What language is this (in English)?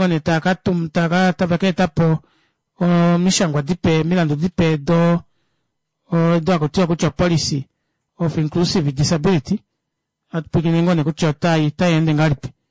Kuanyama